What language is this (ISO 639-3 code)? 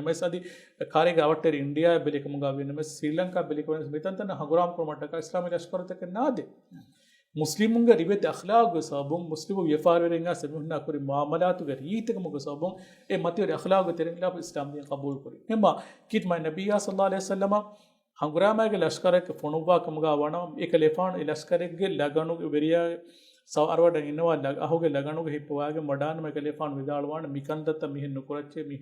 div